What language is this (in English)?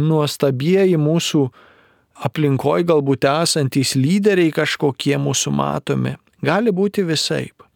Lithuanian